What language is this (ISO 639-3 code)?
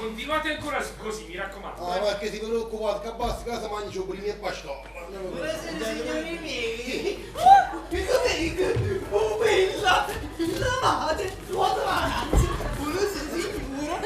nap